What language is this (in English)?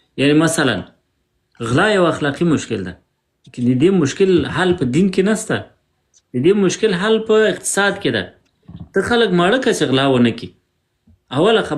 Pashto